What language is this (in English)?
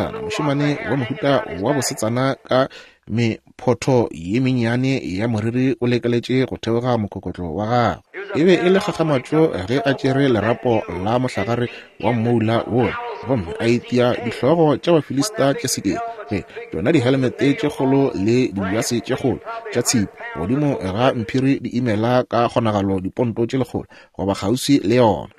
Northern Sotho